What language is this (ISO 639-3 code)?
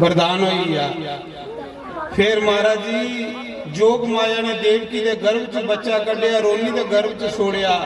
doi